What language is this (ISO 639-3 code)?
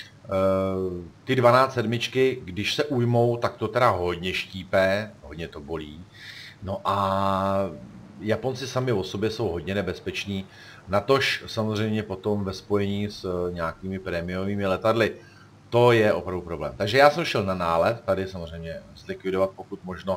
ces